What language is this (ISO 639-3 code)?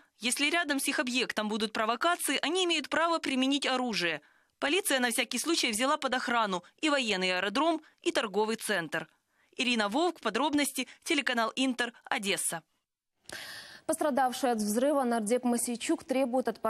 rus